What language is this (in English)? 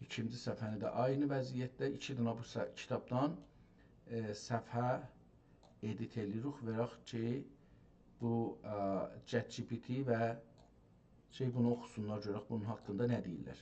South Azerbaijani